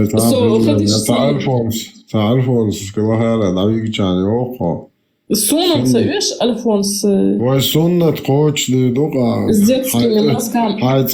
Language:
Chechen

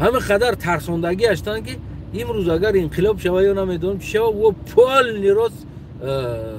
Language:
Tajik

